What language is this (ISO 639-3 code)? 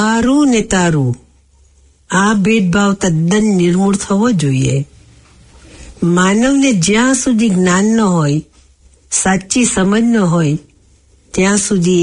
guj